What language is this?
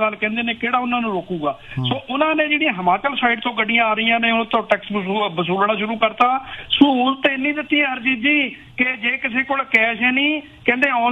Punjabi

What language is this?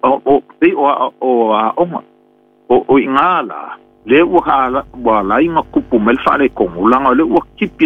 Samoan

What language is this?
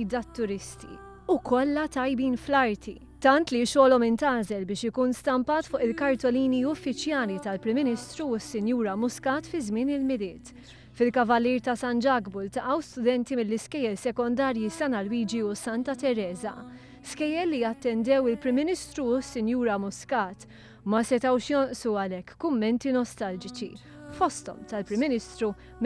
Maltese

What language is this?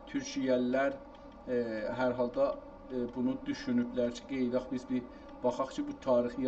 South Azerbaijani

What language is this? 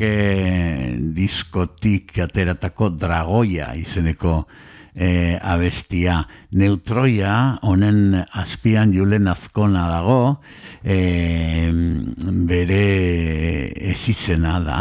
Basque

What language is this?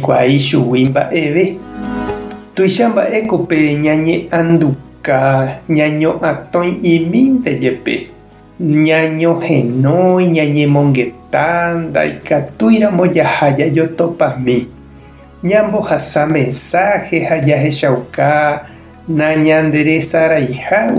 Guarani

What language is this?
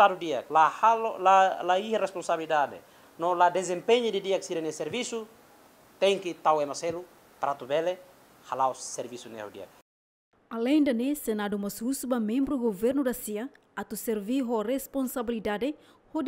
Tetum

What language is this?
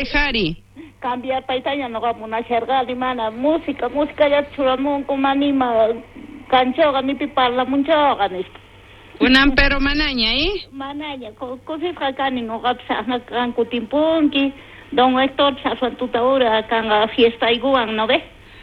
South Bolivian Quechua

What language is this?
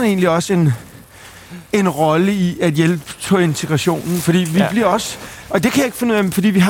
Danish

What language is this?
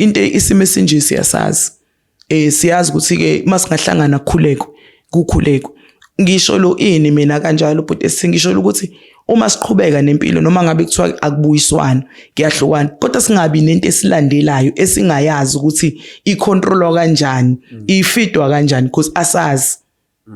Zulu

